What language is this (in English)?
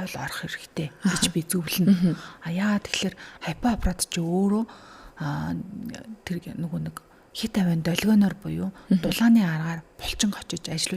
Mongolian